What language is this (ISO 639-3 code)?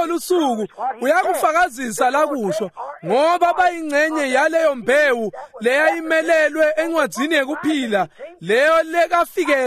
ssw